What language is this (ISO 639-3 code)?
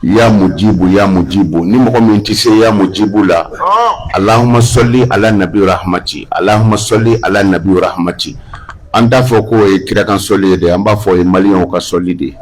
bam